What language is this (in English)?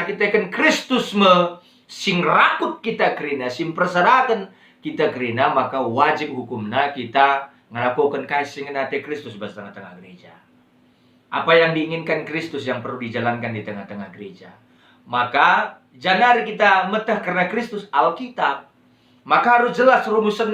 Batak Karo